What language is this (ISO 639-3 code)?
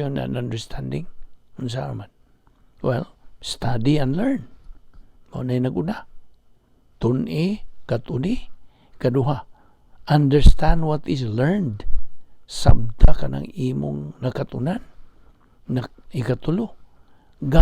ceb